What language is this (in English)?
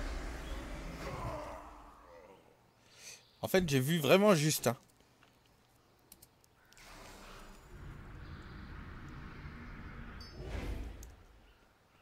French